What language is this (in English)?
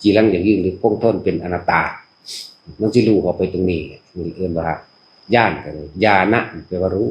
Northeastern Thai